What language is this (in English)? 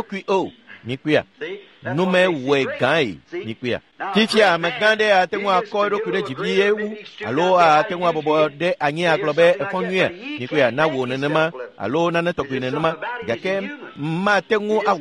Ewe